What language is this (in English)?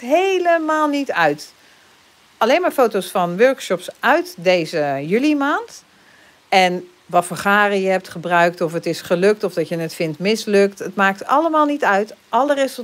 Dutch